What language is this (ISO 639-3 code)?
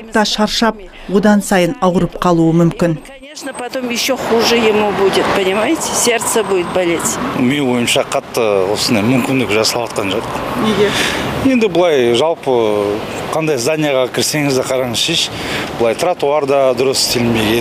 kaz